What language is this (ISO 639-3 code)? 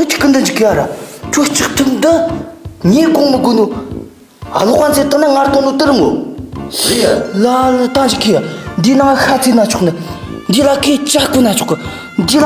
bod